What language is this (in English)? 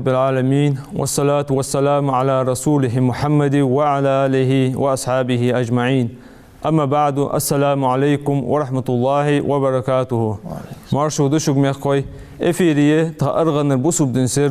Ingush